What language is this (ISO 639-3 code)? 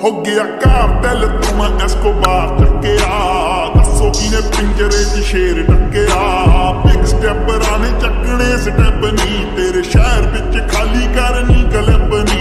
pan